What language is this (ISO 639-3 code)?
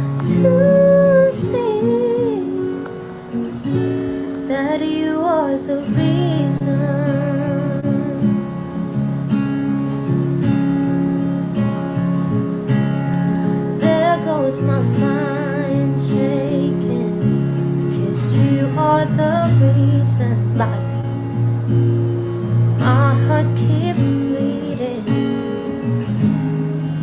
fil